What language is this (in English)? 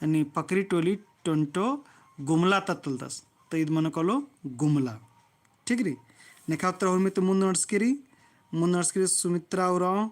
Kurukh